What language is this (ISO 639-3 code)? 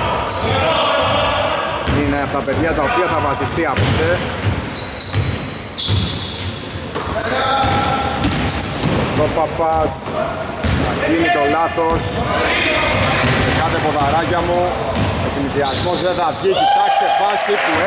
ell